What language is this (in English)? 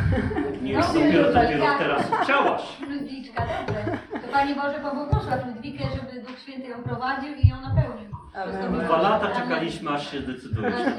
Polish